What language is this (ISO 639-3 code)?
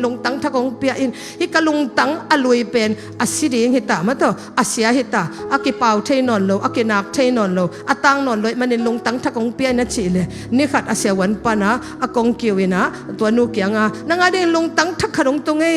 ctd